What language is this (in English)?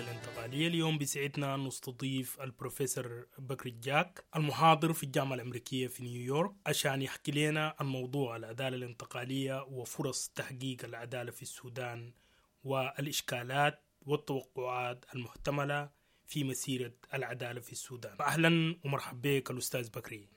Sudanese Arabic